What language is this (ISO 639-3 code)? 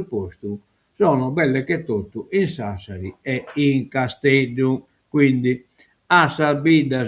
srd